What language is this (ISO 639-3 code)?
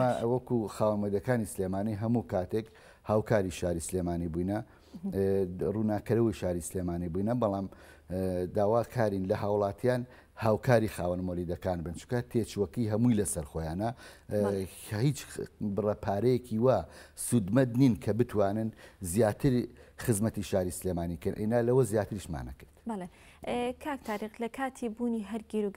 ckb